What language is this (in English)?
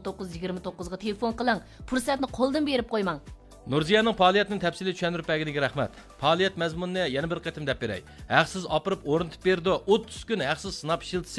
Uyghur